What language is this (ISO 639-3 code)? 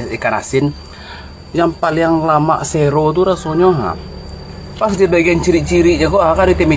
min